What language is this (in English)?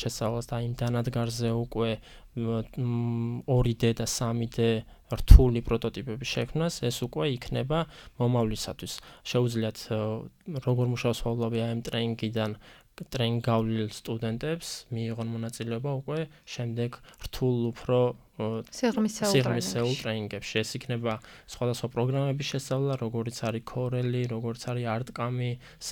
Georgian